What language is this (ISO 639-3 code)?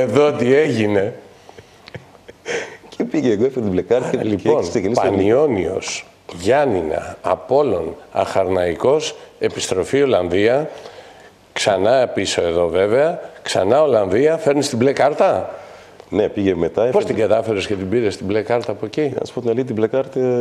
ell